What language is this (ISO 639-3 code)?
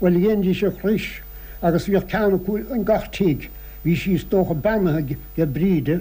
gle